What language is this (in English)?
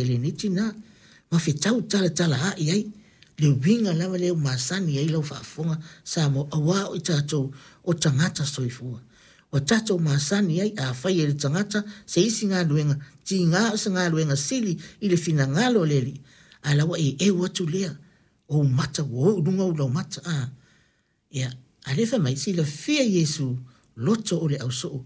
Samoan